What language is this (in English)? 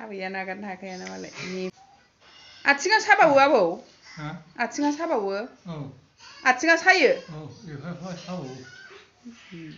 Bodo